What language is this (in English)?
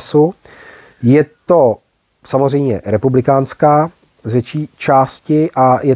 Czech